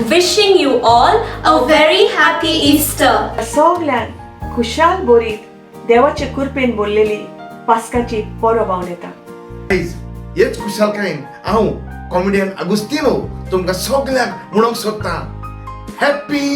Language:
Konkani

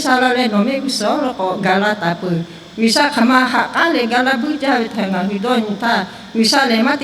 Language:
Lahu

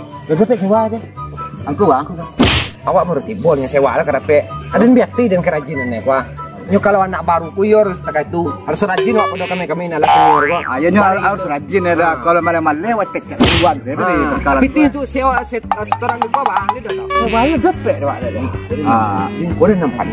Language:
Minangkabau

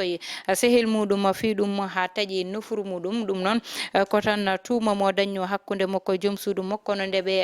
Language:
Fula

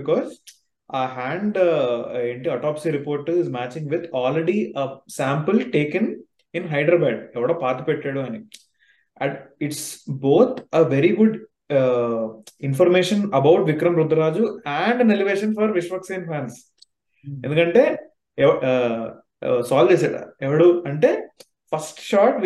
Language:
Telugu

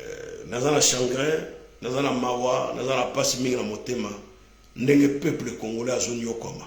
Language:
Lingala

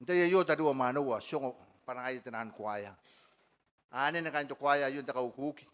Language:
Gilbertese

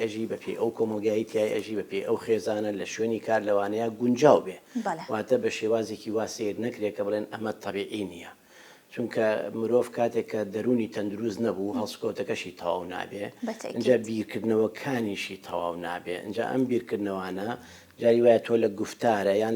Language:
Central Kurdish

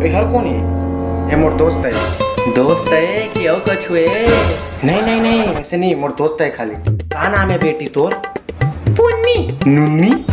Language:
Chhattisgarhi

